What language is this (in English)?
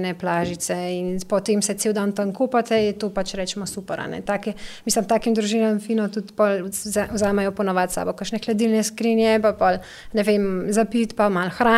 Slovenian